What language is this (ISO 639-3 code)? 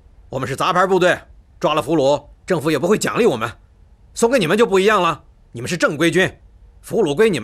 zho